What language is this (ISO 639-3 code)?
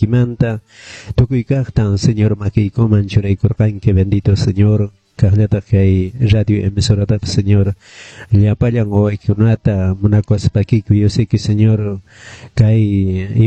que